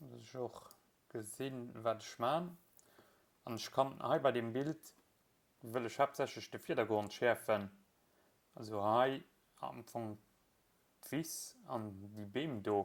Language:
Luxembourgish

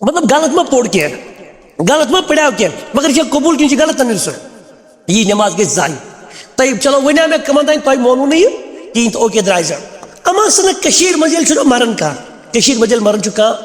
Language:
Kashmiri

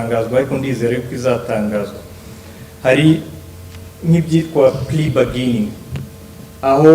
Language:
Kinyarwanda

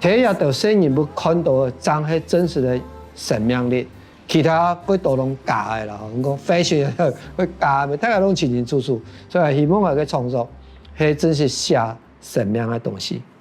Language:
Hakka Chinese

